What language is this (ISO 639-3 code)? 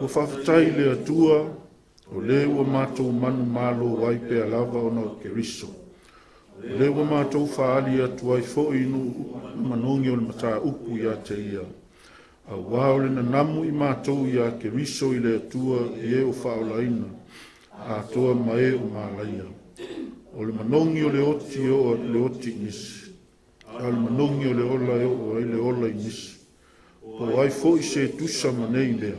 smo